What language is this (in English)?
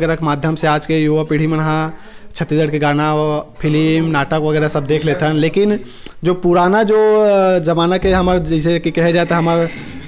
Chhattisgarhi